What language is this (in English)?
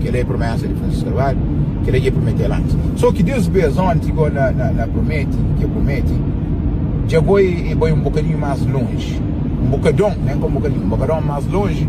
Kabuverdianu